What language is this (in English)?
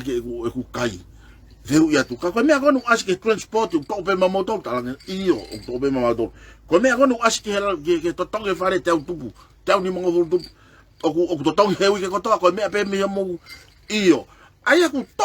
Tongan